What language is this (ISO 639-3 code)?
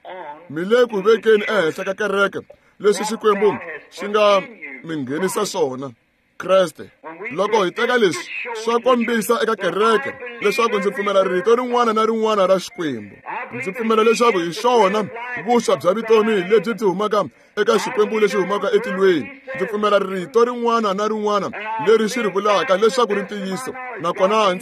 tso